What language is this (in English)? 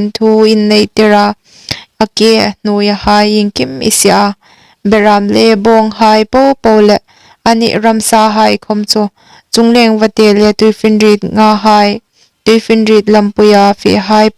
Hmar